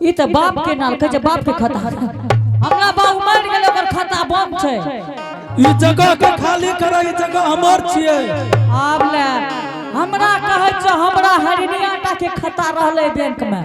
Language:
Angika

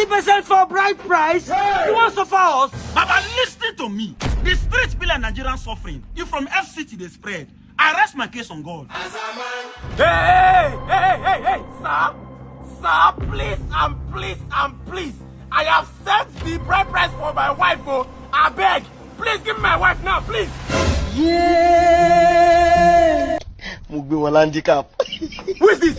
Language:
Nigerian Pidgin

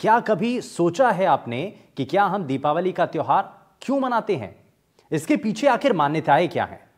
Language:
Hindi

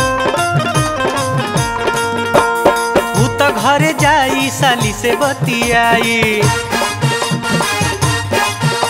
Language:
Bhojpuri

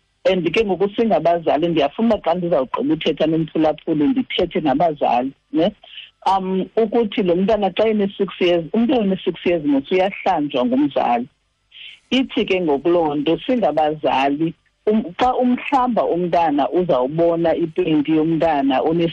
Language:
Xhosa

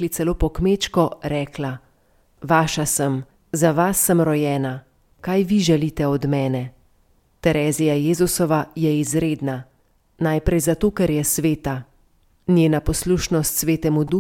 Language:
Slovenian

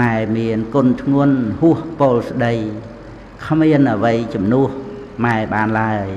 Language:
Khmer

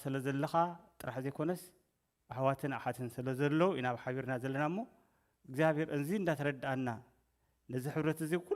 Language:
Tigrinya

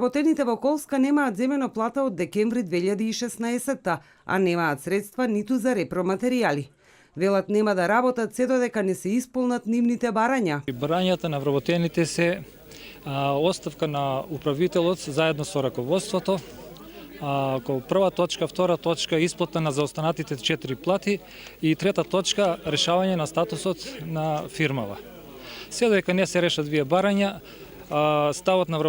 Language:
Macedonian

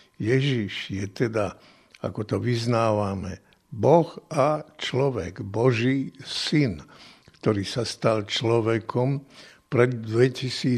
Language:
Slovak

